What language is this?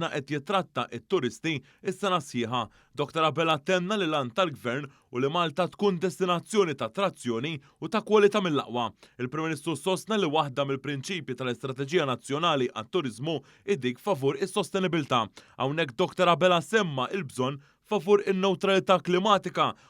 Maltese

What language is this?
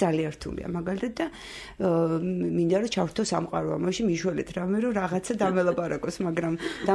Georgian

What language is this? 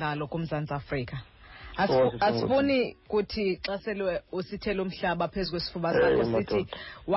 Xhosa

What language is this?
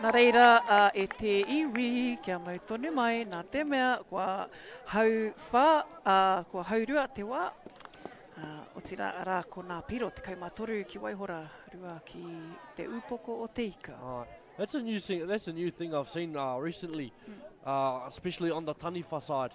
Māori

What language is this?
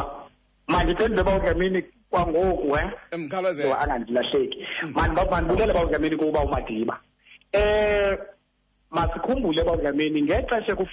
Xhosa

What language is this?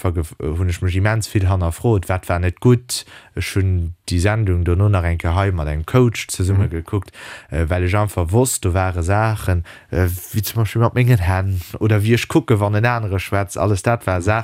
Luxembourgish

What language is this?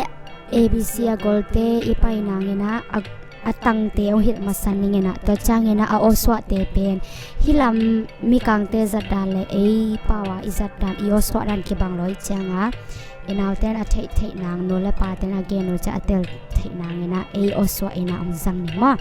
Tedim Chin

